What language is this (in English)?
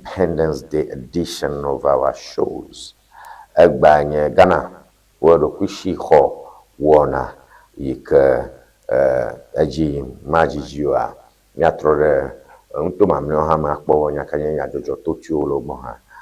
Ewe